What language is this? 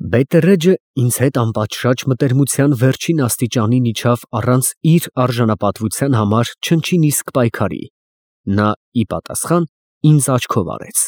Armenian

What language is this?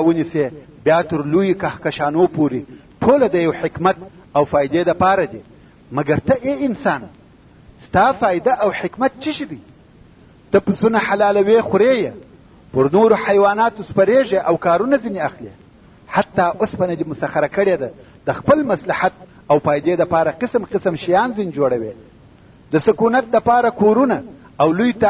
Pashto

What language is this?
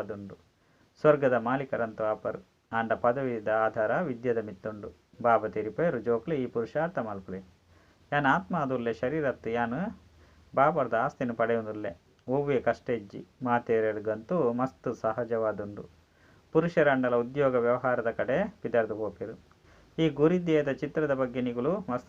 Tulu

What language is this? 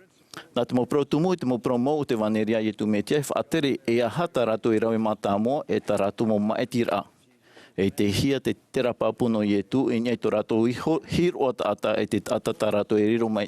Tahitian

